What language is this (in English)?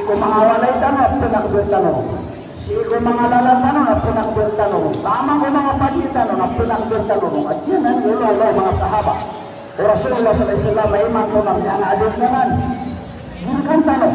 Maranao